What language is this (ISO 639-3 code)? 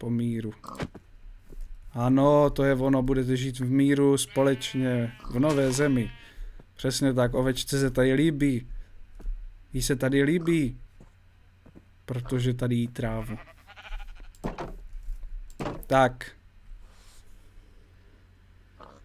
ces